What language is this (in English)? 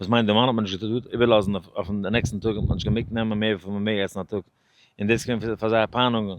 Yiddish